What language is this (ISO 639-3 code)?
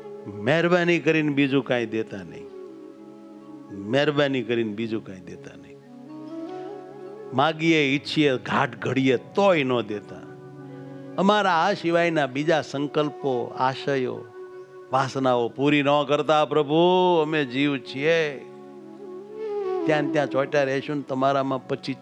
guj